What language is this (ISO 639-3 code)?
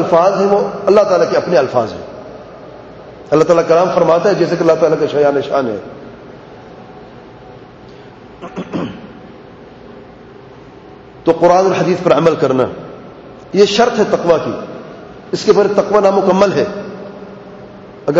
urd